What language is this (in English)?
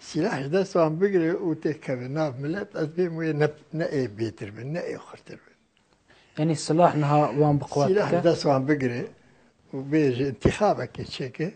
Kurdish